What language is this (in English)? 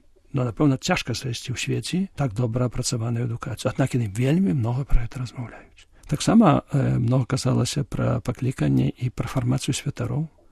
Belarusian